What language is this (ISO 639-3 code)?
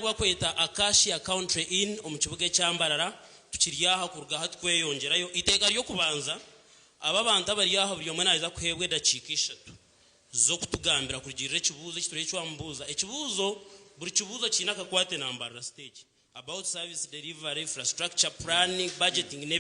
nyn